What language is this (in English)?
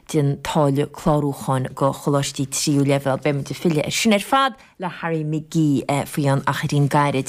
Irish